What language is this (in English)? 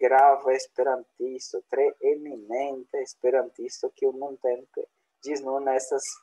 Esperanto